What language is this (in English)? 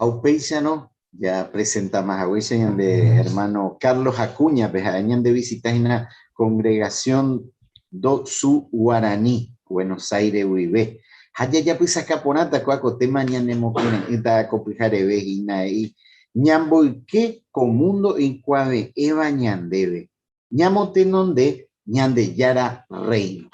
Guarani